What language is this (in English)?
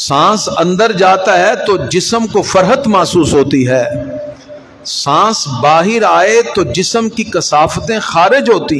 Urdu